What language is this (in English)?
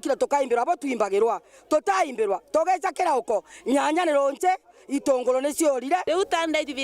Meru